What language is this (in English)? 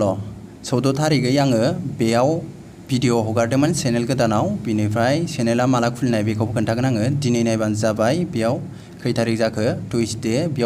Bodo